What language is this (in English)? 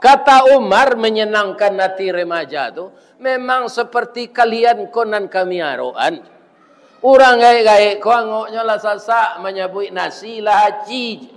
Minangkabau